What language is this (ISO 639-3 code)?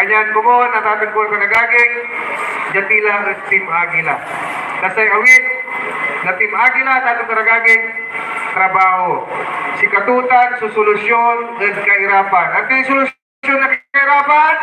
pag